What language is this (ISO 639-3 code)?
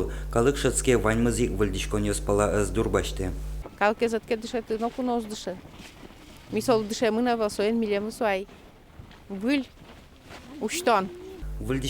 udm